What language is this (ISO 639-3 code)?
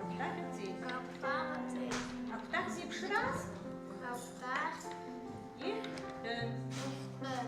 abk